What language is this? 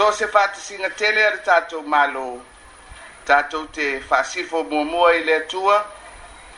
Samoan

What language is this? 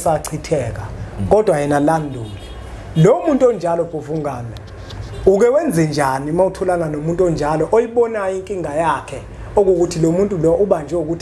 Zulu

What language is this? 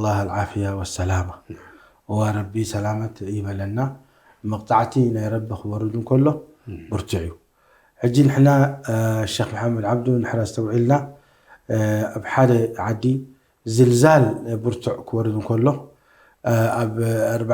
Tigrinya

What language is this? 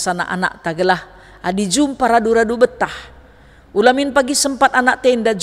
Batak Karo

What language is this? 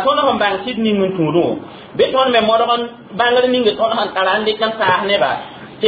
Mossi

